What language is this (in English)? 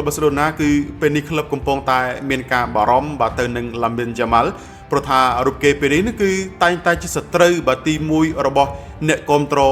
Khmer